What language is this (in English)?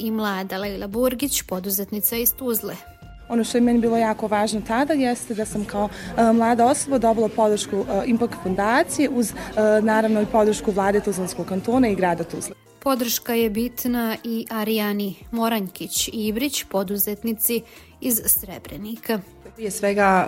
Bosnian